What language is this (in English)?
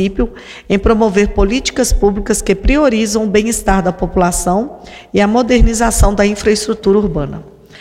Portuguese